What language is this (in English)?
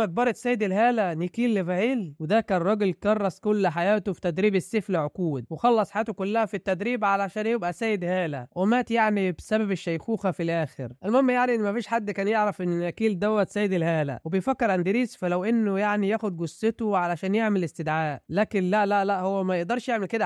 Egyptian Arabic